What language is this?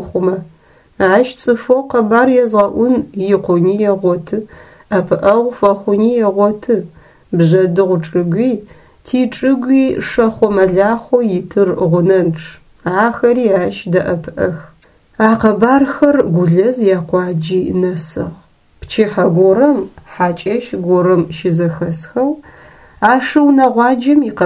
Adyghe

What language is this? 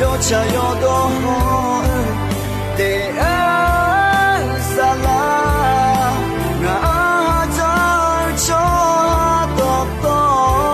Akha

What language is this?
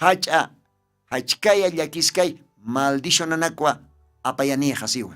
Aymara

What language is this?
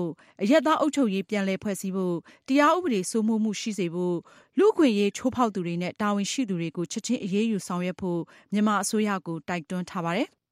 Burmese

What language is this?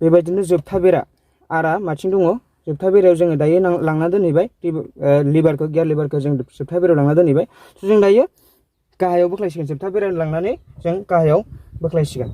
Bodo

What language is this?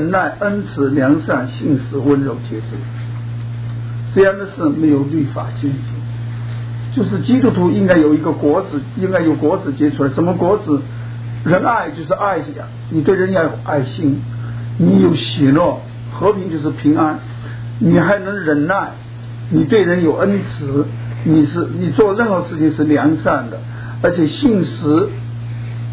Chinese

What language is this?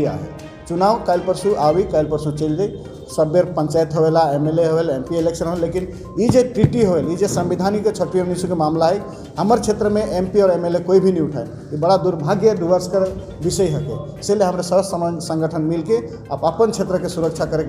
Sadri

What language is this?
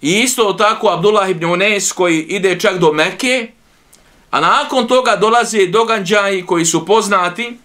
Bosnian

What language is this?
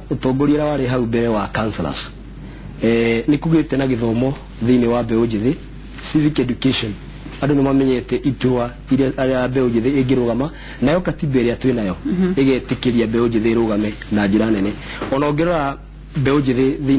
Kikuyu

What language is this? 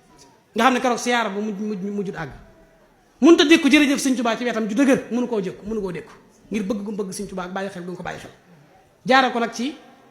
Wolof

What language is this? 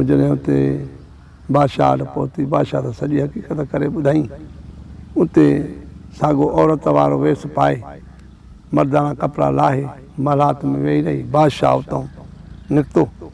Sindhi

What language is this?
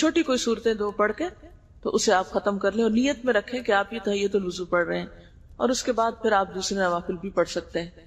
Urdu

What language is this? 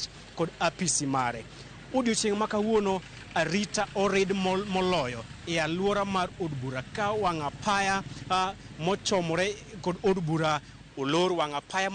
Luo (Kenya and Tanzania)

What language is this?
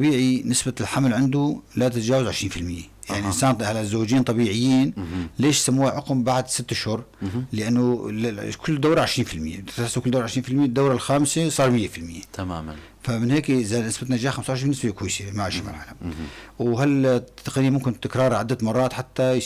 North Levantine Arabic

